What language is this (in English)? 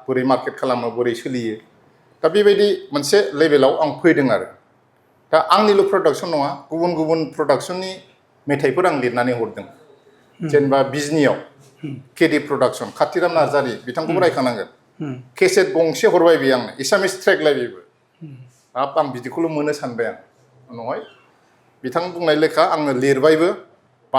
Bodo